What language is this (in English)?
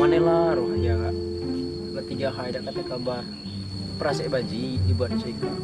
Musi